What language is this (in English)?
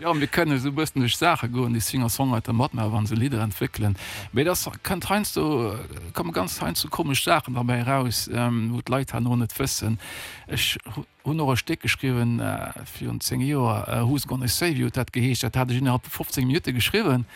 Luxembourgish